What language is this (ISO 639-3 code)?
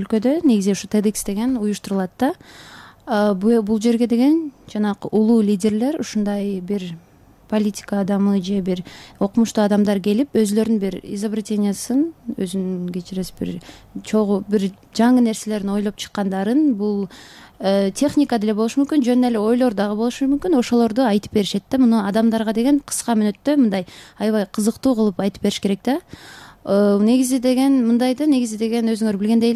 kir